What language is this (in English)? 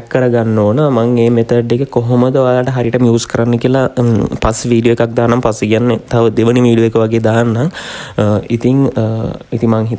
Sinhala